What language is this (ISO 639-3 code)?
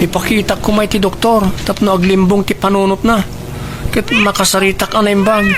ilo